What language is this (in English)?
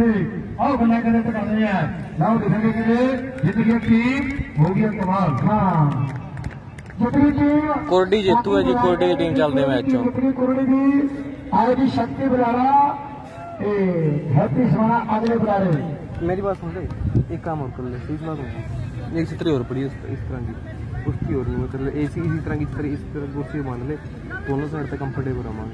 Punjabi